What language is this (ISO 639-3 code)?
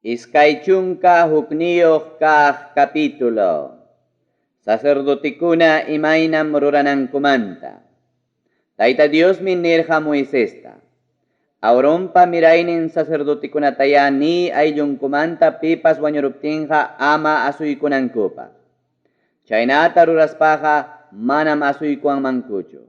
quy